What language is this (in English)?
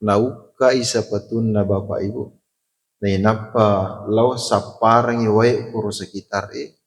Buginese